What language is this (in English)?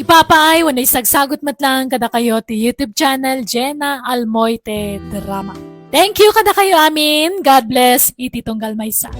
Iloko